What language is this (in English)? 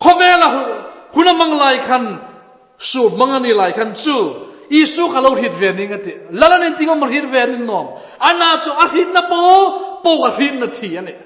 Hmar